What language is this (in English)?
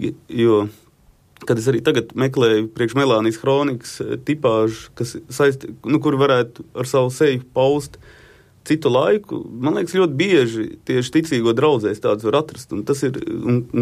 Latvian